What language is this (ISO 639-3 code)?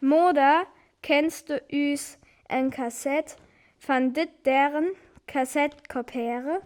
frr